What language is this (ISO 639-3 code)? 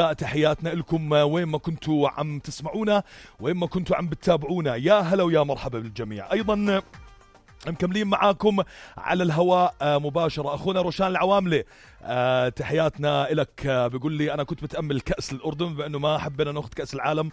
apc